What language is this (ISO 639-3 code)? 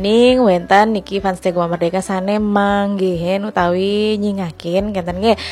ban